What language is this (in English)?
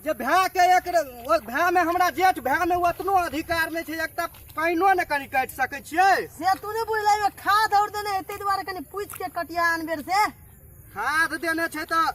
Maithili